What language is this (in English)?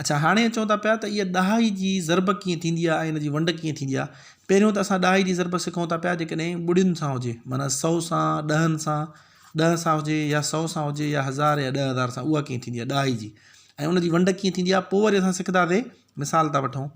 Sindhi